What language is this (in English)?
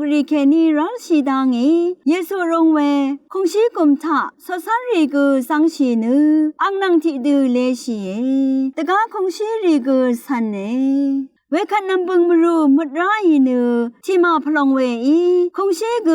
Rawang